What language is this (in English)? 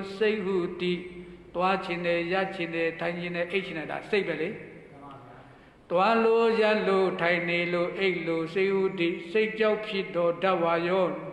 Burmese